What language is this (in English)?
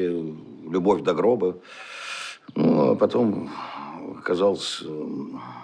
Russian